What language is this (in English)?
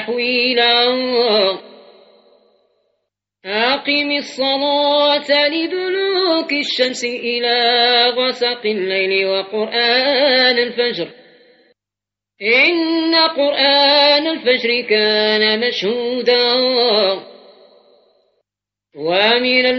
Arabic